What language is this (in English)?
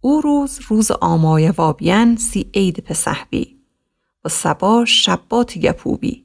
Gilaki